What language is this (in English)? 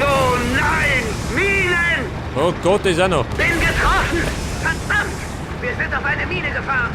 Bavarian